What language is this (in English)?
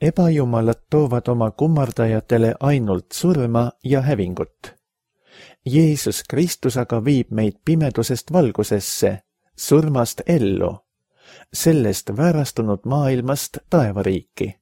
Estonian